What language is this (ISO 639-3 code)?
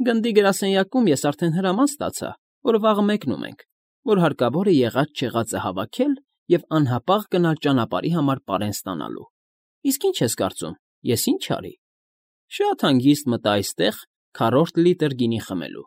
hye